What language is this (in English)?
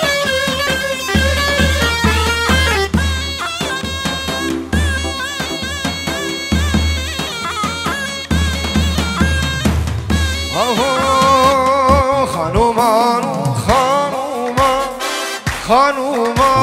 Persian